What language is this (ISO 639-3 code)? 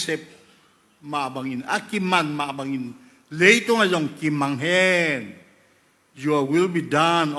ctd